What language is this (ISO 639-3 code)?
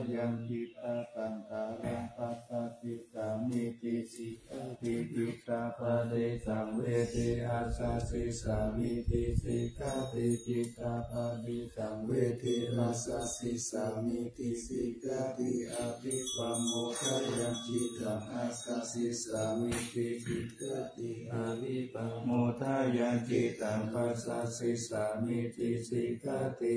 pli